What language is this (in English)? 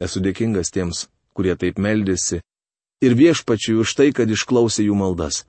Lithuanian